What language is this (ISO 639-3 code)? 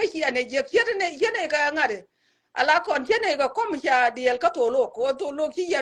nus